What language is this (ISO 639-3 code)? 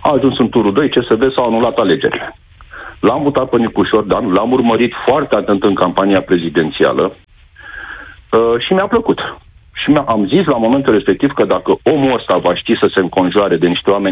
ron